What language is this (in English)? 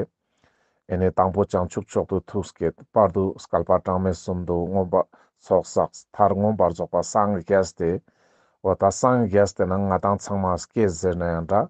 Ladakhi